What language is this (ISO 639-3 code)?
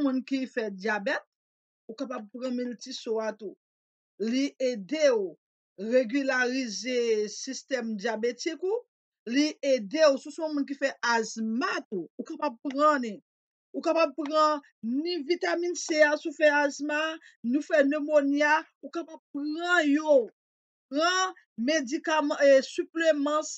hat